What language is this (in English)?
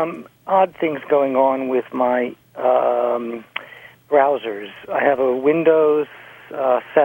English